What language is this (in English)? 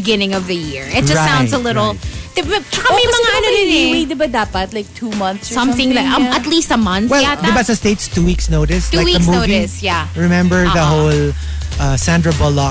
Filipino